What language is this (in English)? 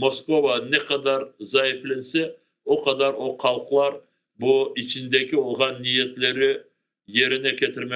Crimean Tatar